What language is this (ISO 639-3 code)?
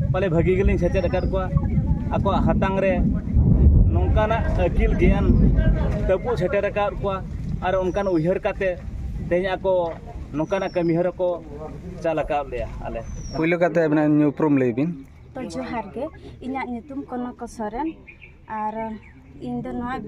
sat